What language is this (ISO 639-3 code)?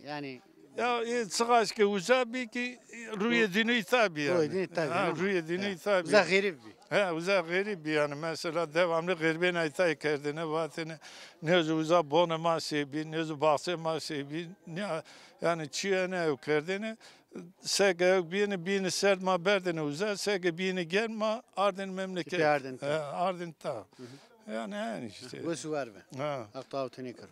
zza